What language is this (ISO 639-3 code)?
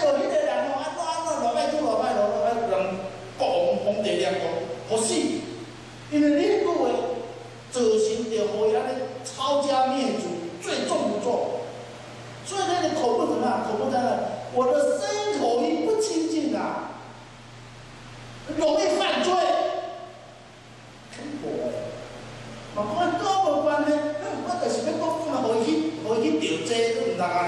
zho